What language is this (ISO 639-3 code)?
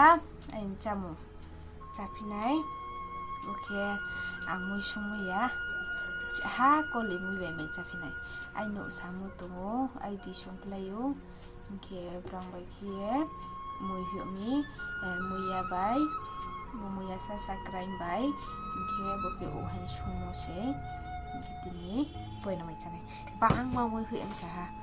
ria